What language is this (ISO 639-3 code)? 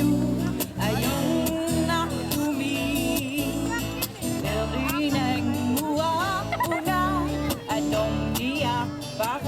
kal